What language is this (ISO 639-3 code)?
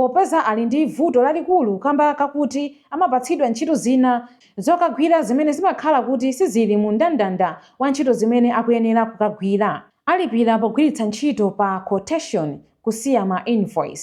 nya